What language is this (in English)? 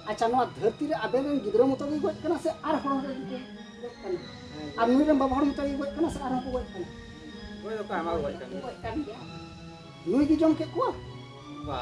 Santali